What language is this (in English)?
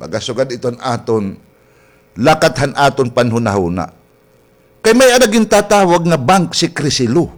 Waray